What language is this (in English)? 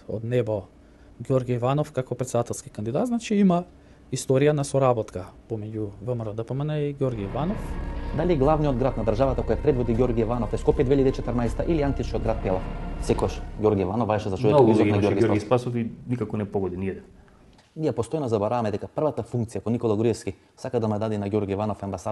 Macedonian